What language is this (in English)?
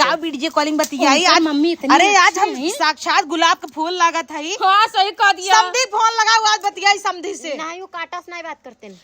Awadhi